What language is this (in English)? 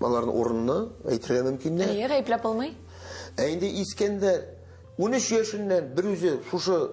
Tatar